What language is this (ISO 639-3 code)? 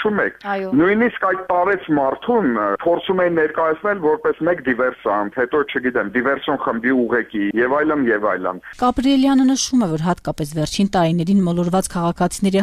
hye